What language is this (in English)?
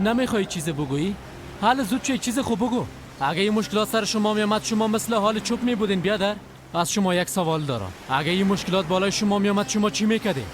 Persian